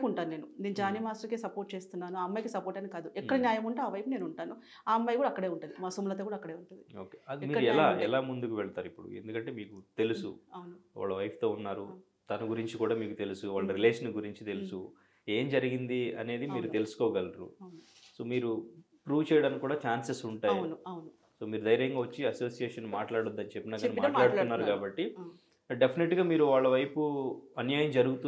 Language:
Telugu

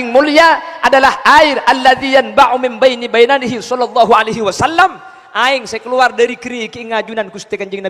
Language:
Madurese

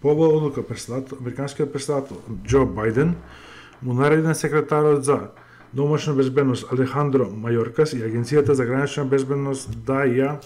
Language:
Macedonian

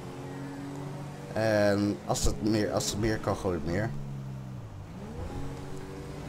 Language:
Dutch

